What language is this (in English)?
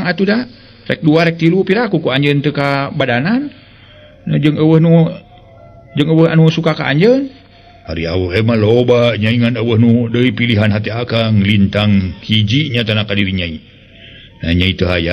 Sundanese